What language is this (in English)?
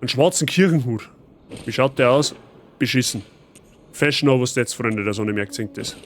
Bavarian